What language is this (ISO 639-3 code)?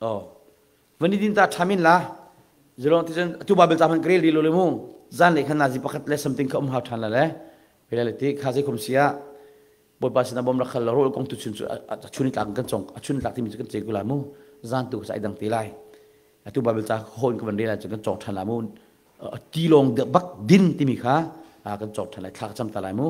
cnh